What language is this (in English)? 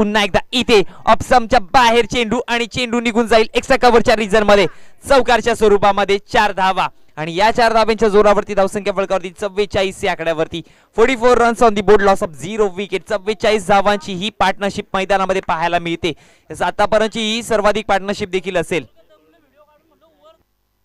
Marathi